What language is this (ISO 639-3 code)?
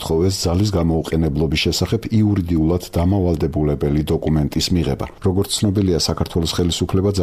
kat